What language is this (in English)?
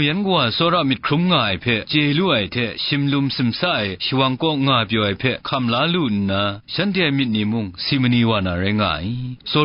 Kachin